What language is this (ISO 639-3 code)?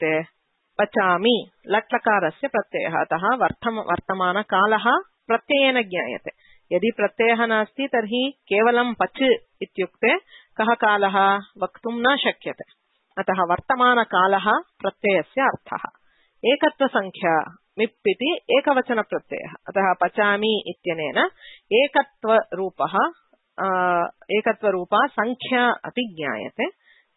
san